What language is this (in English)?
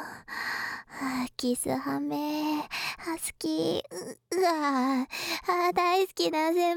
Japanese